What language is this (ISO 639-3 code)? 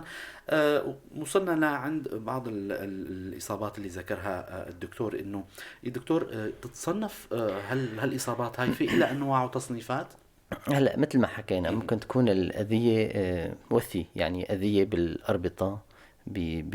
apc